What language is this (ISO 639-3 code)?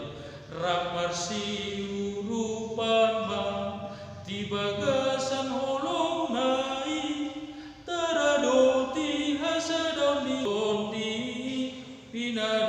bbc